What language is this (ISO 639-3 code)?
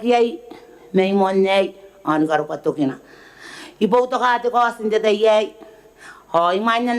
gil